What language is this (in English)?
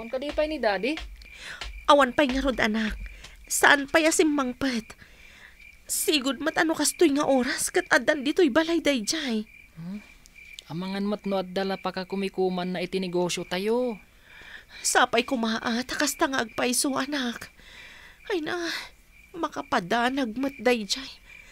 Iloko